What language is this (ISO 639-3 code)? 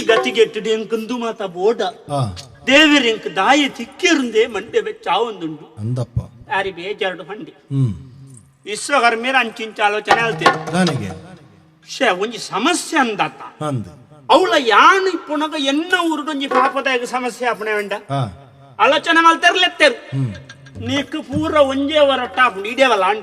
tcy